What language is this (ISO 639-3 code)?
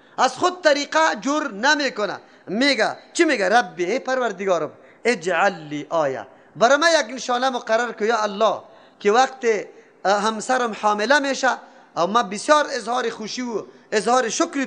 fas